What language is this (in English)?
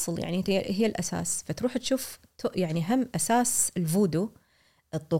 Gulf Arabic